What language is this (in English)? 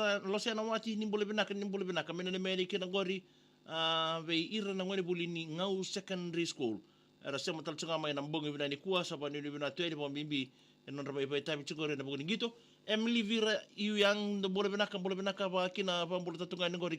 Fijian